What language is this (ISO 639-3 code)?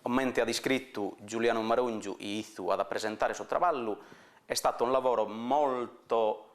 srd